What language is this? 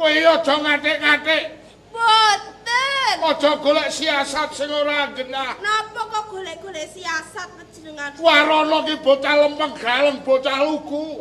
Javanese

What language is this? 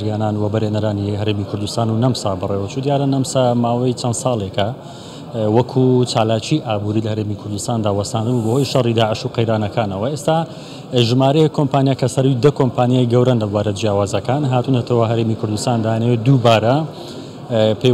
Central Kurdish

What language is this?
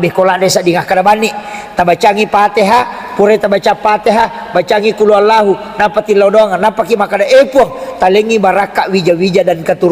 Buginese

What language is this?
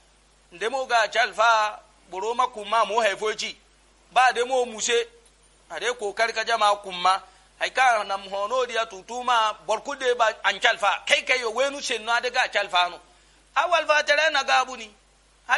Yoruba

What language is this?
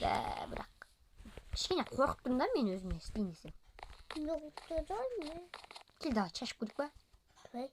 Kazakh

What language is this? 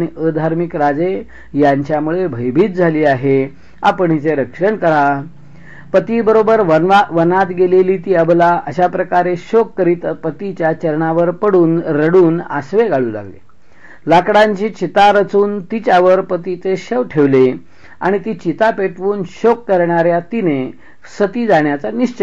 Marathi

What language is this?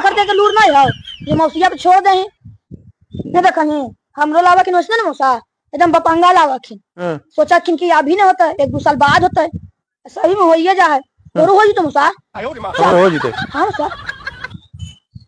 Magahi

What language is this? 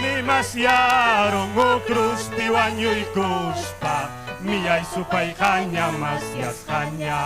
Ayacucho Quechua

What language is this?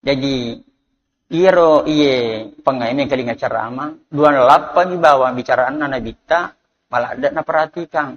Buginese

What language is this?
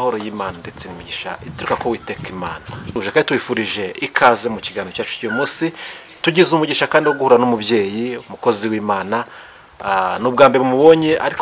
Kinyarwanda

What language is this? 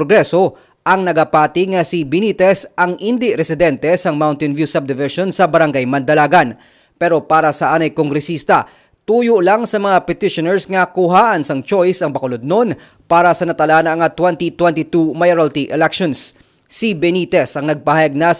Hiligaynon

